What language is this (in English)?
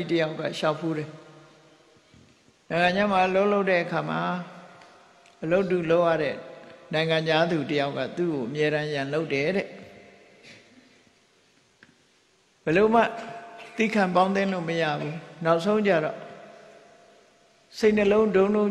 Burmese